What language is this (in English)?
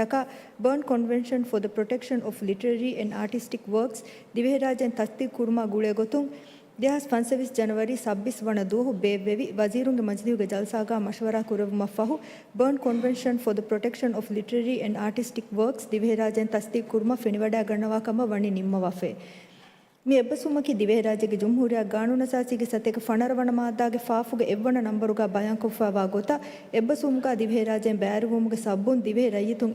Divehi